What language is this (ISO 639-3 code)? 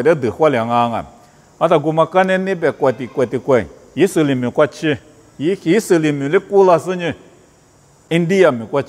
lis